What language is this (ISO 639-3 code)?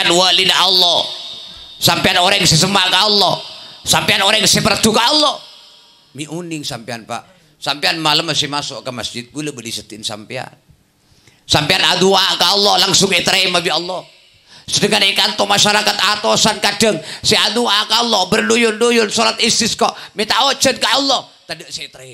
mad